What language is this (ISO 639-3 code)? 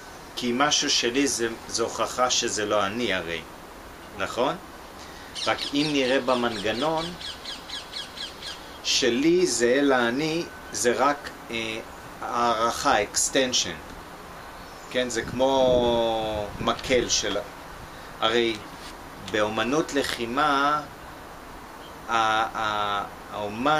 heb